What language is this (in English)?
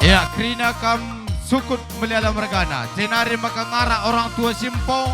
Batak Karo